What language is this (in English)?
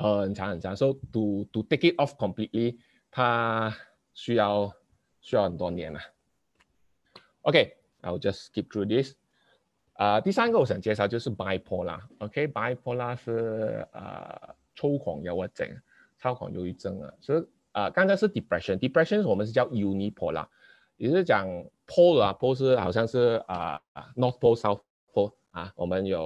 Chinese